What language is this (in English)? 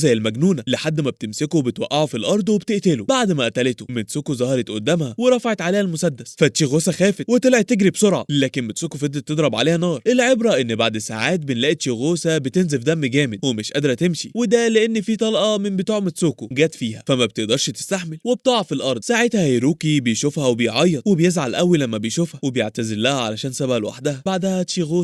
Egyptian Arabic